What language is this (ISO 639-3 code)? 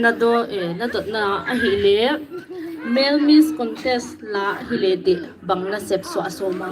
pck